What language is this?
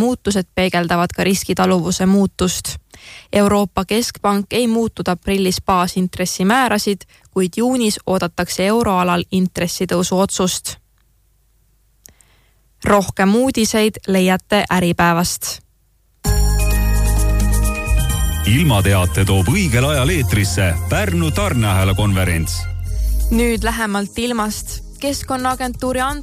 Estonian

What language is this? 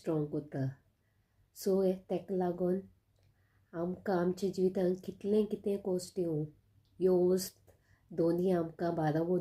Konkani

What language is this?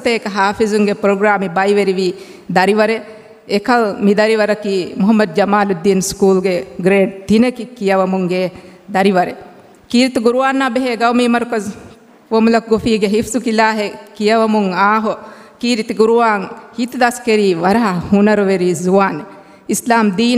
Divehi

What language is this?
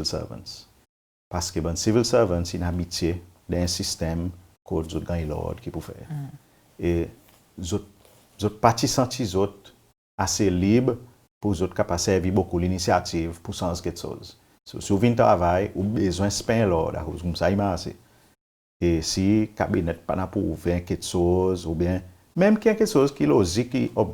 Seselwa Creole French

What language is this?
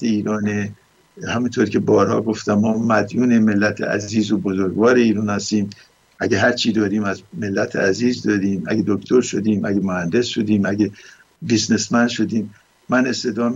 Persian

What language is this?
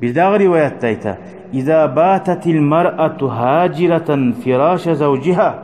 Kumyk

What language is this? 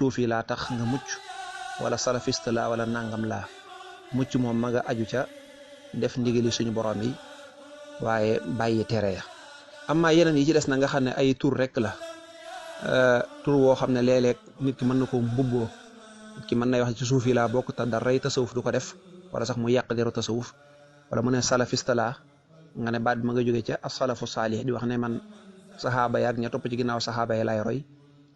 Wolof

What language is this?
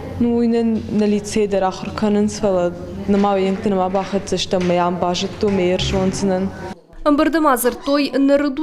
Ossetic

